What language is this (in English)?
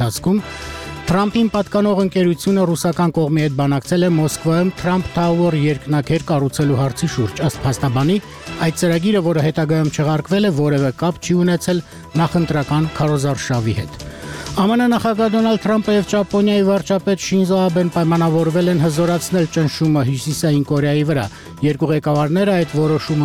Armenian